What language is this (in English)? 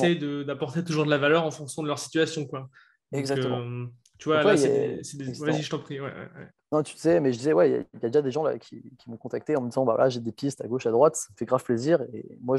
French